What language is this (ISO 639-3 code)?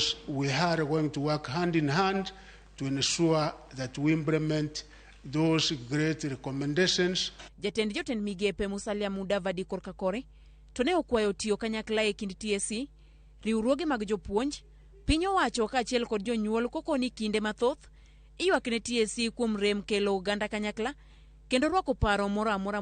luo